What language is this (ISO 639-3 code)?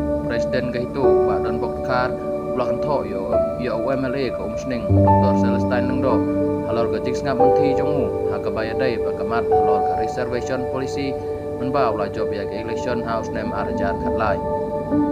kha